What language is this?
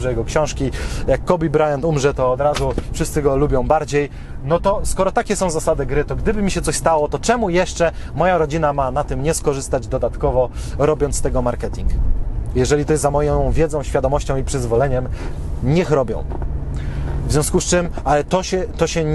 Polish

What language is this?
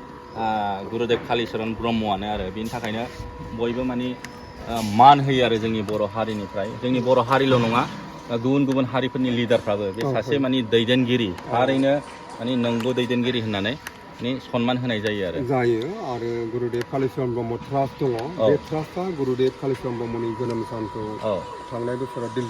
Bodo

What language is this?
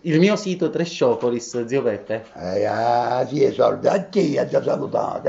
Neapolitan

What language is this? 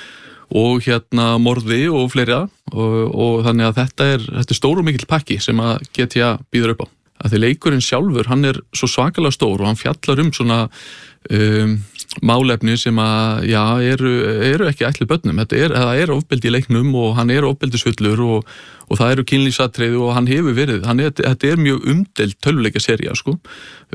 Icelandic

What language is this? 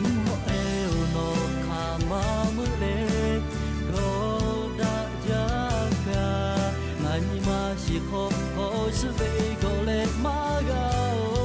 Lahu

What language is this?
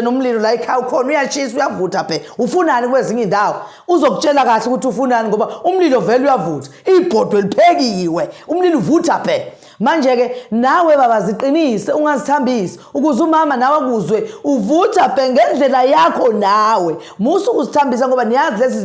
Zulu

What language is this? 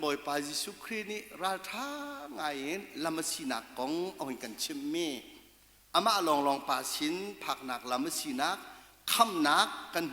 Hakha Chin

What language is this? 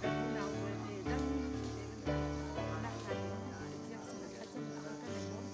Hakha Chin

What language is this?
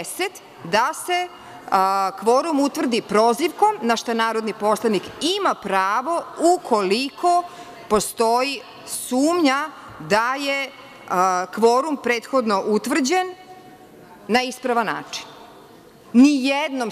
Serbian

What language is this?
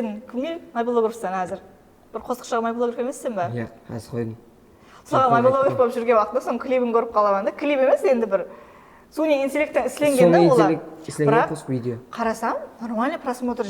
Kara-Kalpak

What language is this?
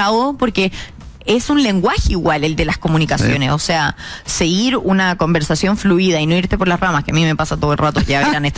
Spanish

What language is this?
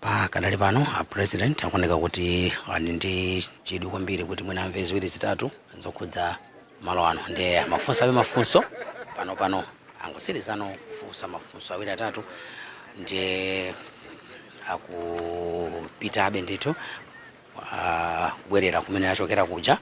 Nyanja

